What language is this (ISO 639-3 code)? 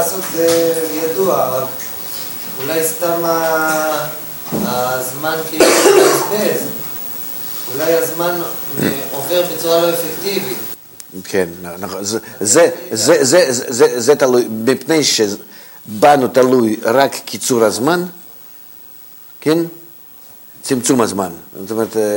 heb